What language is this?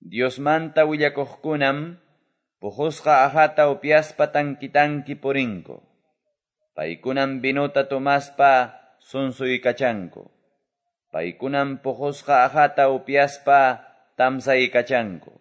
Quechua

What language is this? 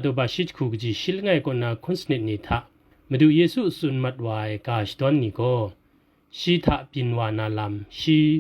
Kachin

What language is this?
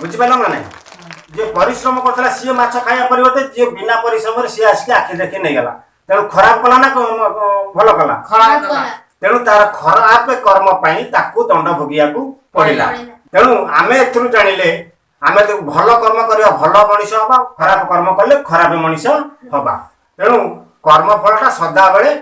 Odia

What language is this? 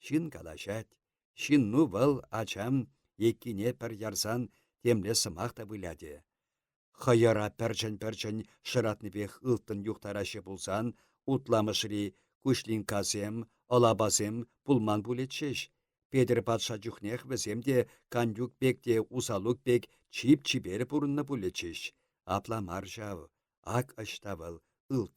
Chuvash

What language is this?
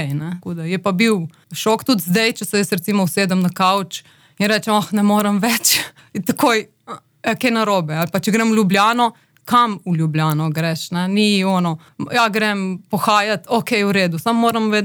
Slovenian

